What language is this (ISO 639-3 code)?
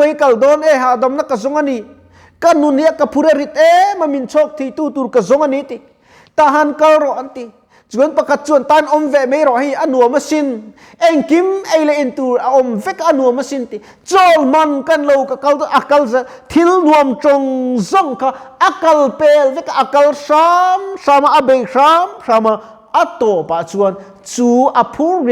lus